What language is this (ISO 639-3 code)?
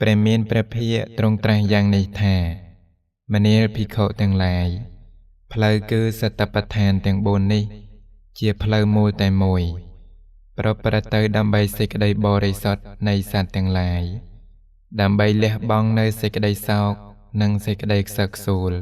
khm